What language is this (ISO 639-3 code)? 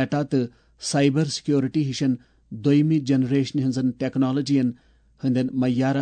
kas